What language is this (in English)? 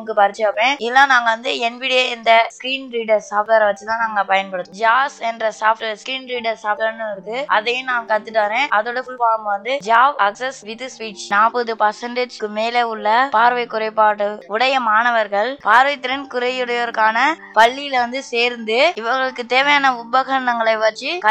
Tamil